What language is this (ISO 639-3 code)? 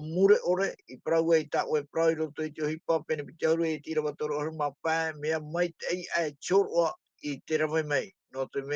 tah